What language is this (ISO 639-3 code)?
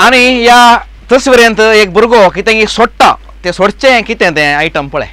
kok